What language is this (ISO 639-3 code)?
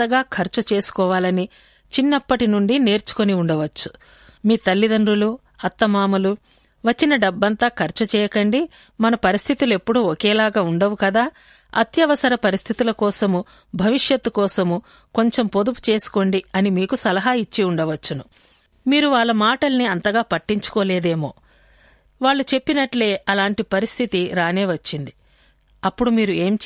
tel